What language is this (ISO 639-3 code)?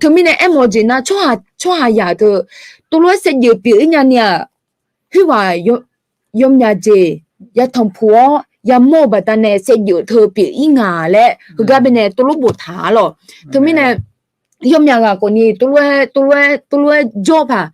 ahk